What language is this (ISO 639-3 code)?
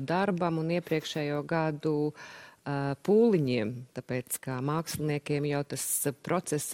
lav